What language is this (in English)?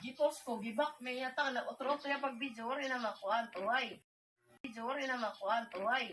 Waray